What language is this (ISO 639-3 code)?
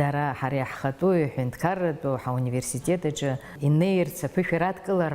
abk